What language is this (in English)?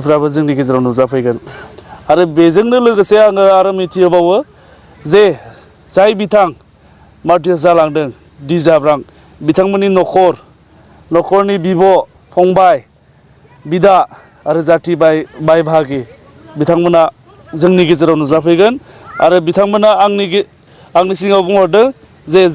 Bodo